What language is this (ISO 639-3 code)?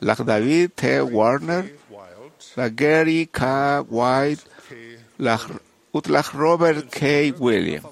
kek